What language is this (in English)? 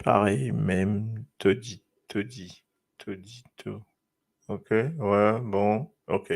Morisyen